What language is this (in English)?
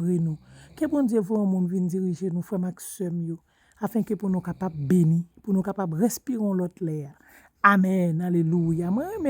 Haitian Creole